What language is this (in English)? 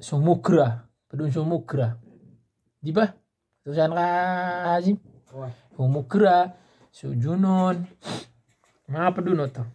Maranao